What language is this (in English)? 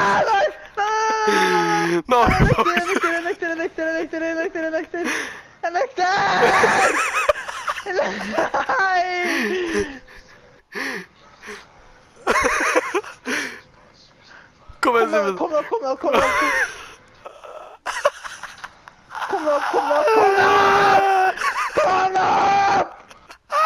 Norwegian